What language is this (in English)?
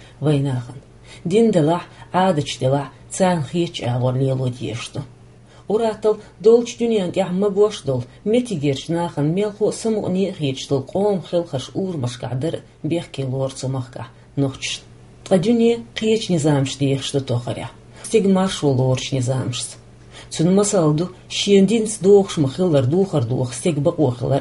Chechen